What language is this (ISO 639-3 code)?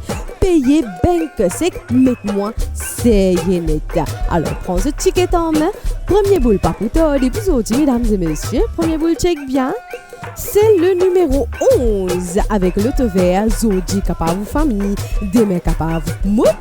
mfe